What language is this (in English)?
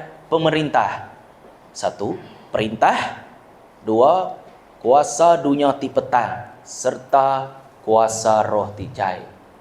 Iban